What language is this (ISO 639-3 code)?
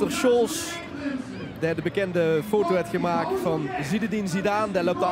lim